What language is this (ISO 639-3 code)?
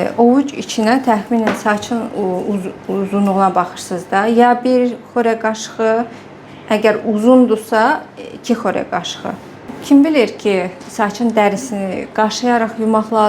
aze